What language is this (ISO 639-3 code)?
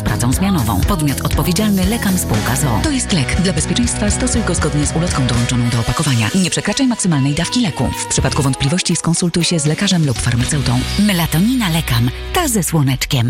pol